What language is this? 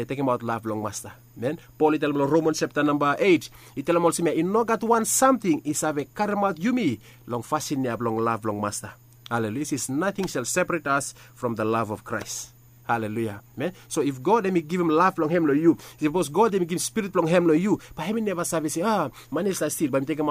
Bislama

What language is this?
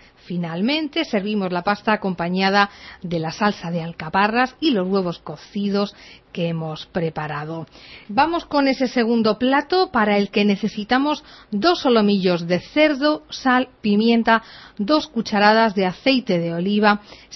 Spanish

